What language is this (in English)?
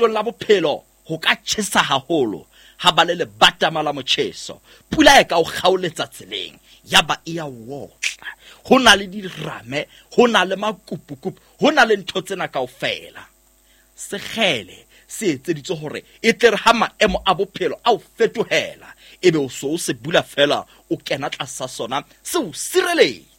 Southern Sotho